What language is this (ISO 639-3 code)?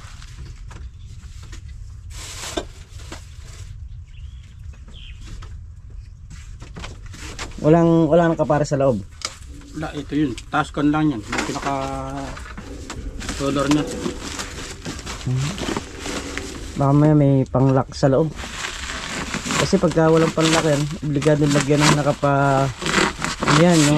fil